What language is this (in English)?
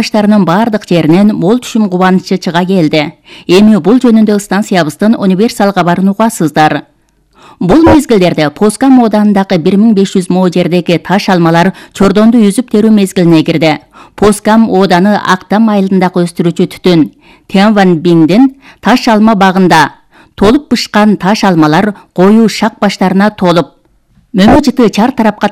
Kyrgyz